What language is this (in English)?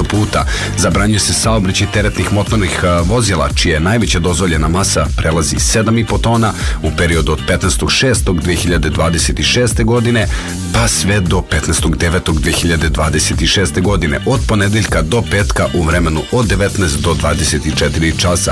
Serbian